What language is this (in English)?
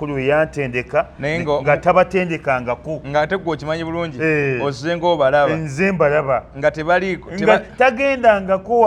Ganda